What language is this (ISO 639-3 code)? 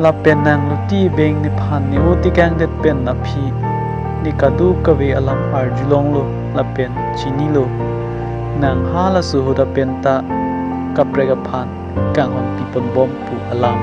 mjw